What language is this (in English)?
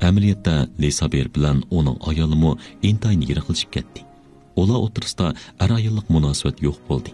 Uyghur